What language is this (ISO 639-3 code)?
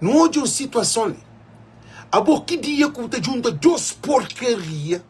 kea